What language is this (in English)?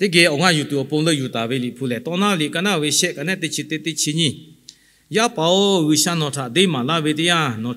Lahu